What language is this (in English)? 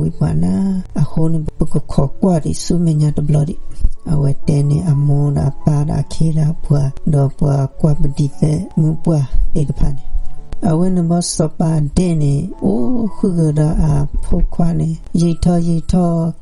S'gaw Karen